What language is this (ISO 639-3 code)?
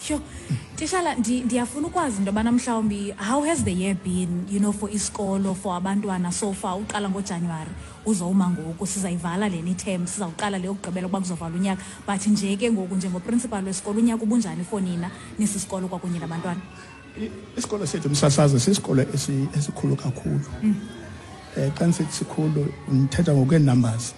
xho